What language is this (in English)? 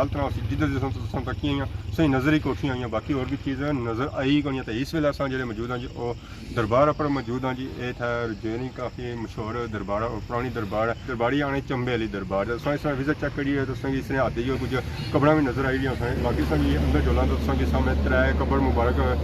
Pahari-Potwari